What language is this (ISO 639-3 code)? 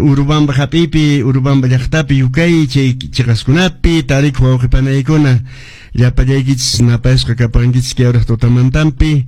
que